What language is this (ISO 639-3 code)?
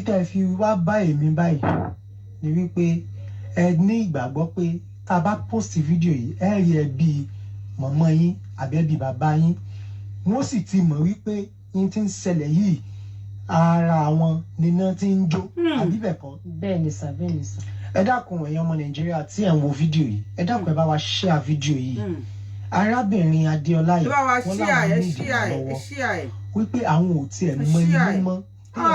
yor